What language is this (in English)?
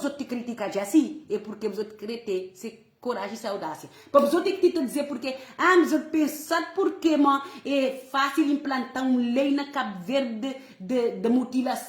Kabuverdianu